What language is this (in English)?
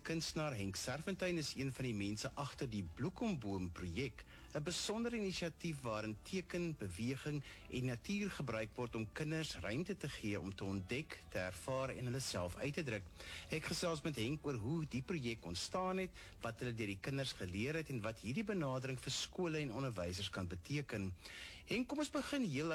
Afrikaans